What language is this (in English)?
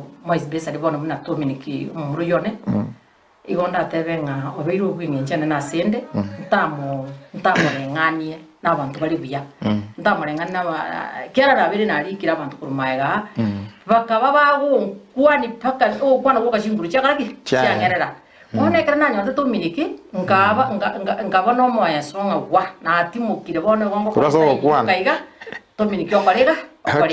Gusii